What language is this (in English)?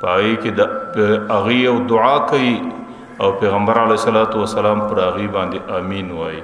Pashto